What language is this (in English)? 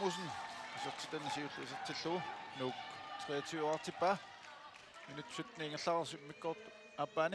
Kalaallisut